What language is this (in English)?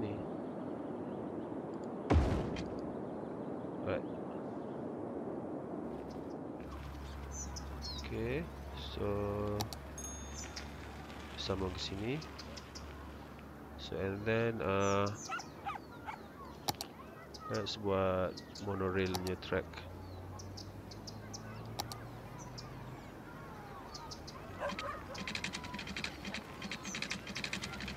Malay